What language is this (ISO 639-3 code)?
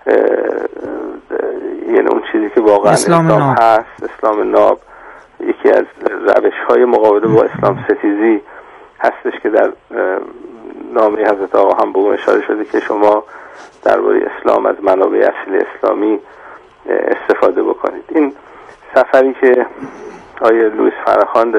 fas